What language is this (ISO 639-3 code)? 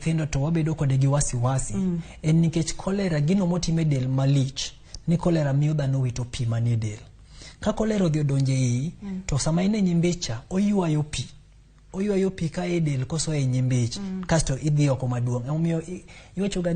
luo